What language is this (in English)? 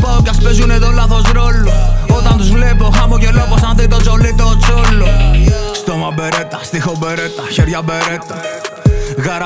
Greek